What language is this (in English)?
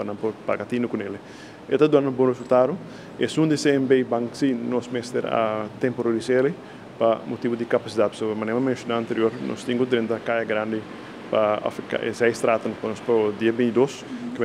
Papiamento